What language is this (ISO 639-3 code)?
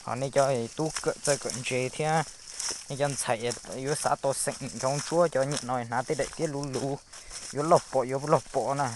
hmn